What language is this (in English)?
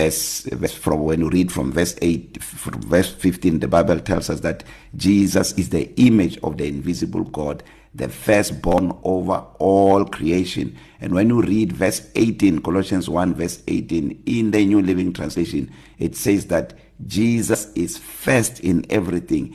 English